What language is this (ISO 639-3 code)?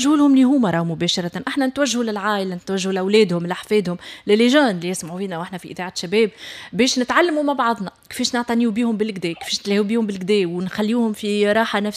aeb